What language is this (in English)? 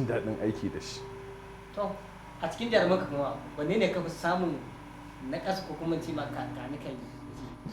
Hausa